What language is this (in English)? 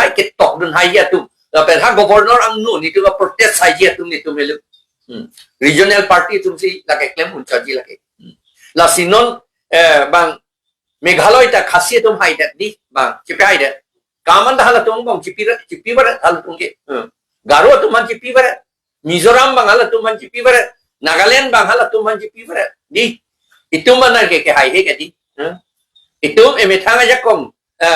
Karbi